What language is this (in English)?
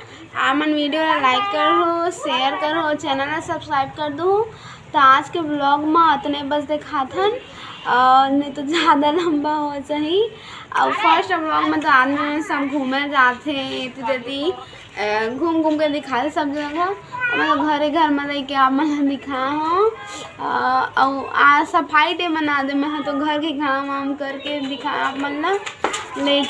Chhattisgarhi